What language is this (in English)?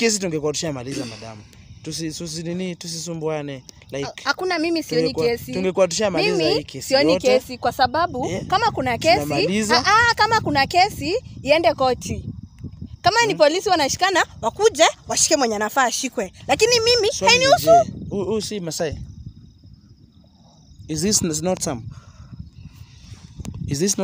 Swahili